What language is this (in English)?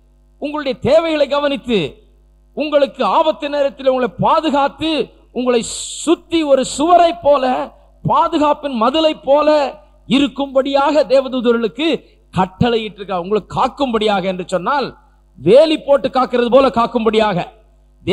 Tamil